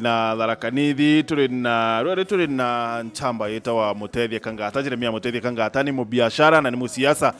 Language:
Meru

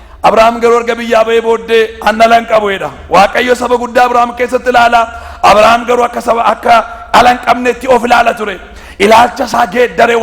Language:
Oromo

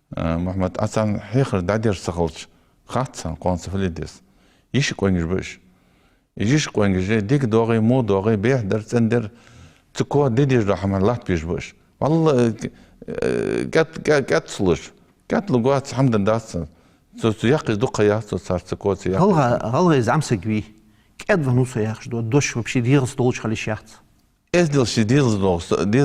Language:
Ingush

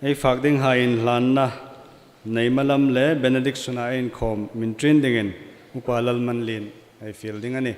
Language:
Hmar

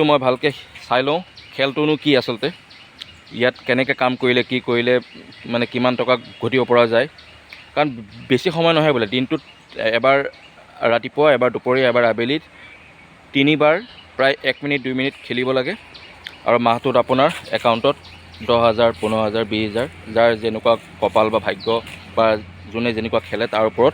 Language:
Assamese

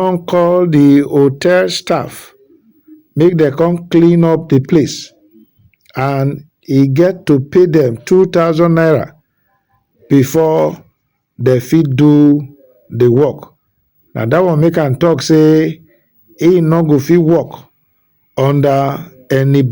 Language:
Nigerian Pidgin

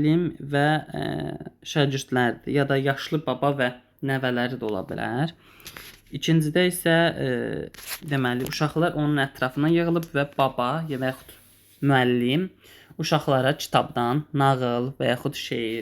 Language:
Azerbaijani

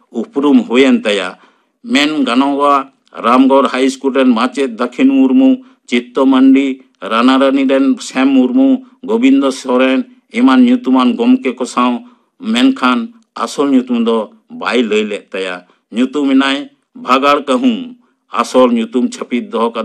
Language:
Santali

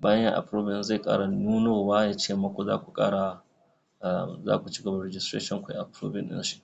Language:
Hausa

